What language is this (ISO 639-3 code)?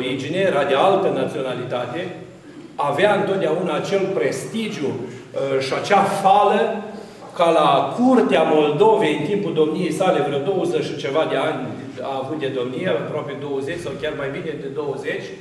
ron